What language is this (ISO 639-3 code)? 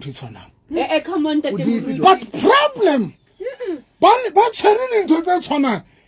sot